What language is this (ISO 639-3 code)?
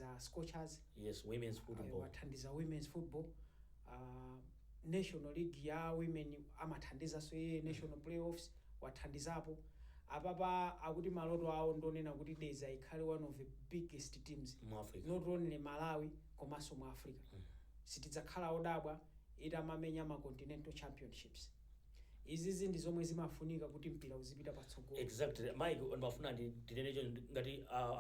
nya